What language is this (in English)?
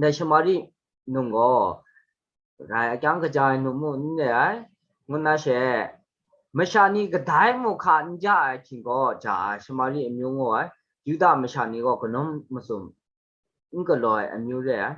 Kachin